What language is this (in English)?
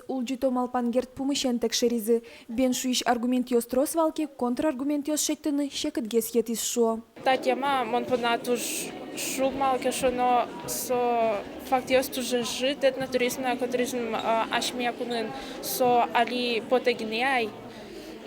Udmurt